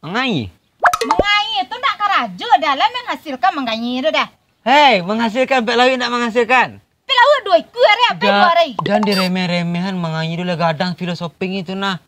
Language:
Minangkabau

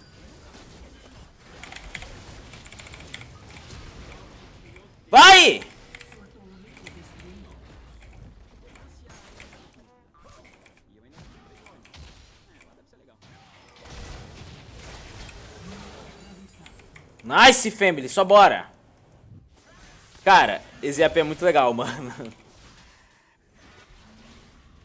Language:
Portuguese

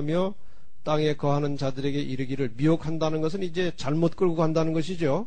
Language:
Korean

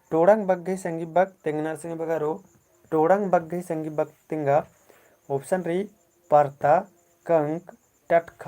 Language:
Kurukh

